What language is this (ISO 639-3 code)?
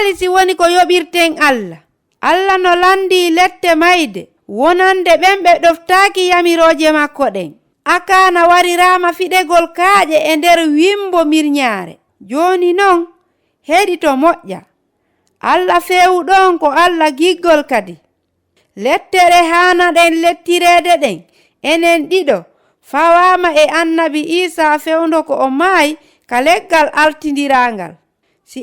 ful